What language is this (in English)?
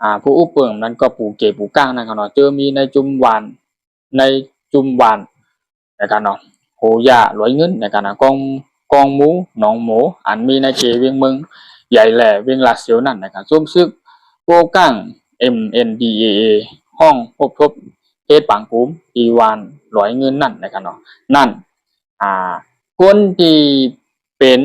Shan